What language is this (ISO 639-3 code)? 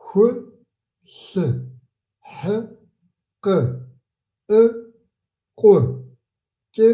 kbd